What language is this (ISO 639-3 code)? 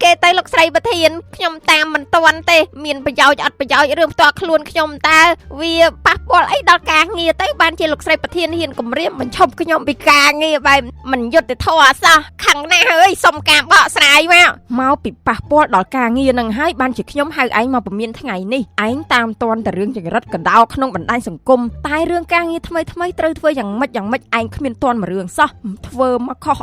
khm